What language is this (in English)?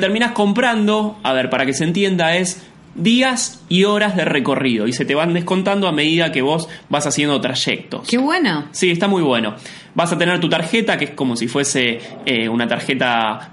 Spanish